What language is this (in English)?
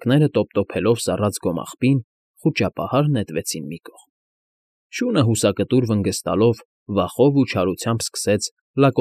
Armenian